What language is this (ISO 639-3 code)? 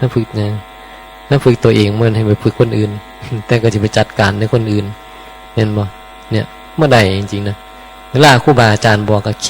tts